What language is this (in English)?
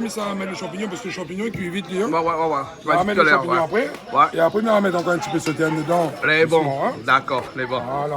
Réunion Creole French